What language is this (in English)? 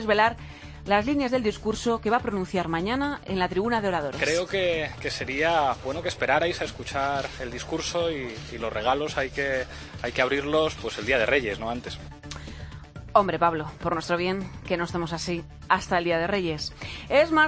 Spanish